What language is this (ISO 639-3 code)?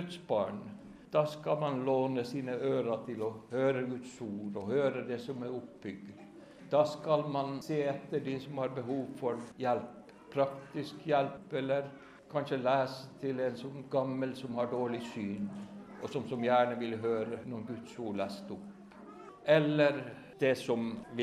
nor